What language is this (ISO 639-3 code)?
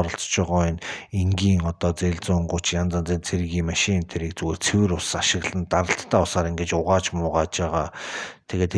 mon